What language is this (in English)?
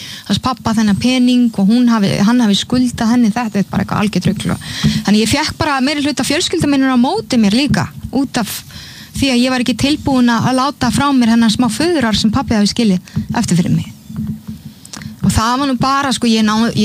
Icelandic